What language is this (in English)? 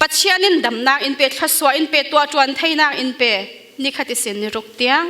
Falam Chin